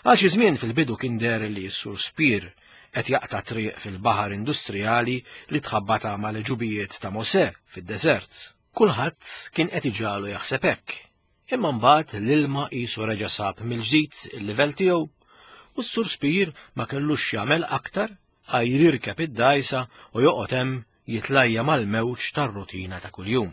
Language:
Maltese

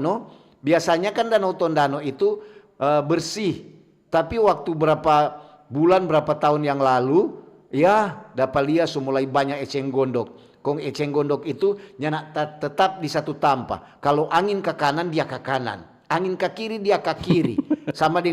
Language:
Manado Malay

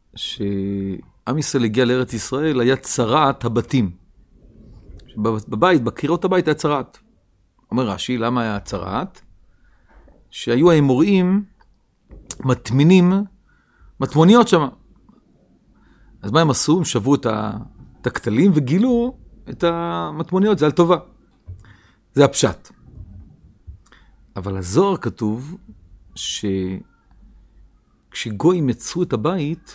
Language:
Hebrew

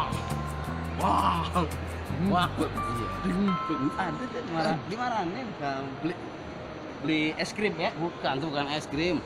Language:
Betawi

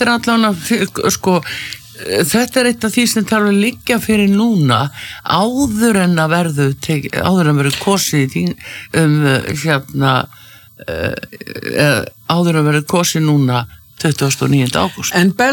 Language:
Icelandic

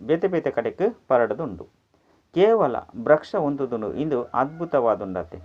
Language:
Tulu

